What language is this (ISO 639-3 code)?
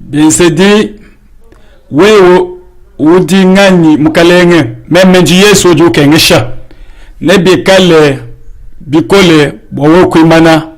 lua